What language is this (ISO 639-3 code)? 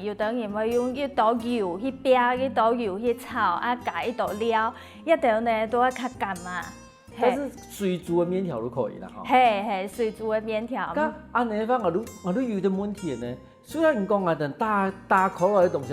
hak